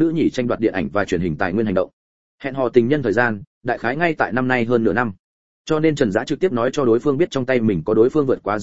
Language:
Vietnamese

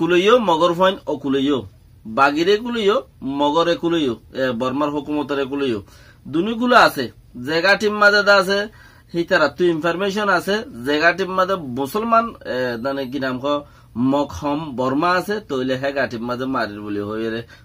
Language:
Rohingya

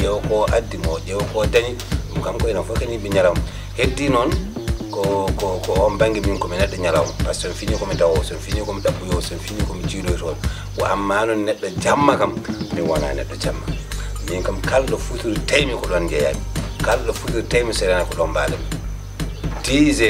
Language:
Fula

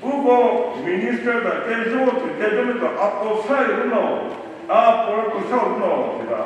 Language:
Chokri Naga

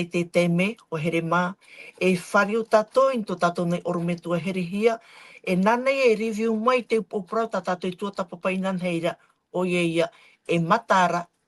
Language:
Tahitian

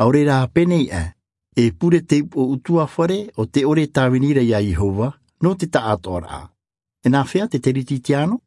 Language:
Rarotongan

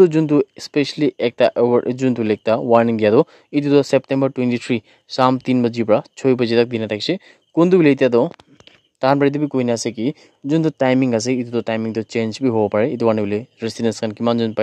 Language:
Naga Pidgin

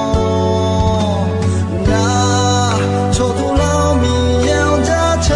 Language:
Akha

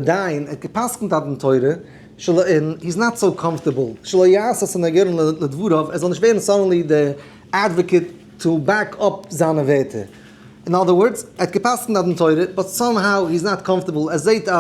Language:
Yiddish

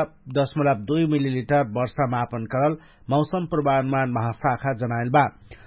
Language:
Dangaura Tharu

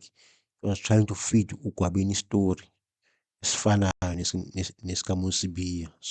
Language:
Zulu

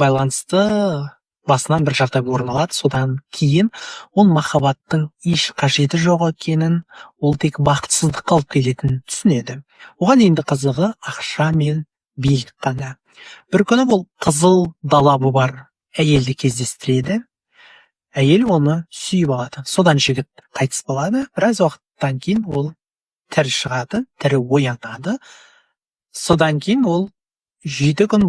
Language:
Kazakh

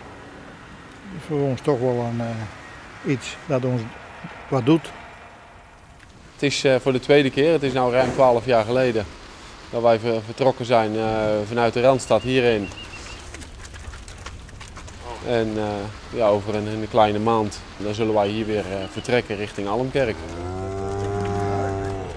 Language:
Dutch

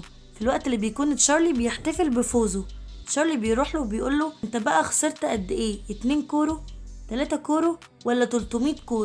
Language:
Egyptian Arabic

